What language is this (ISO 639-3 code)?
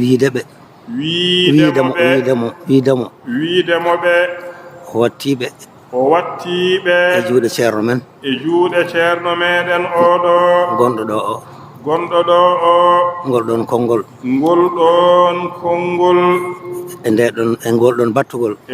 ful